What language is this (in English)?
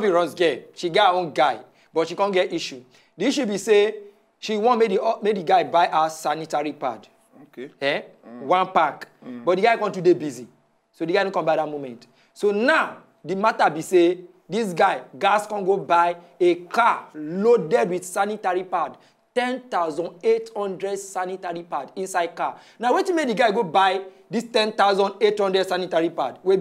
Nigerian Pidgin